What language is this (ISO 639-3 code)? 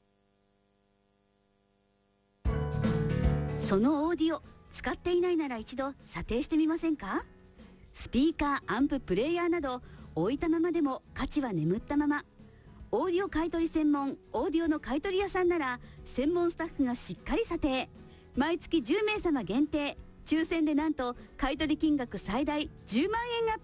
jpn